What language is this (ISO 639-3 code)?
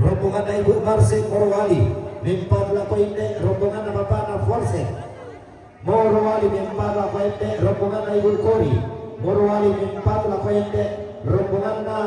sda